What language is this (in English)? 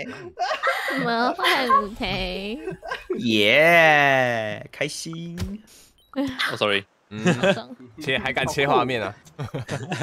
Chinese